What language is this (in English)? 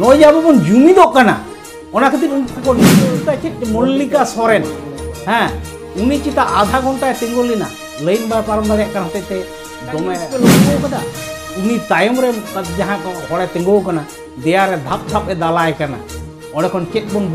Santali